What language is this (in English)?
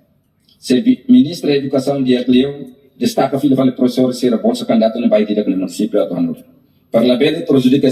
Tetum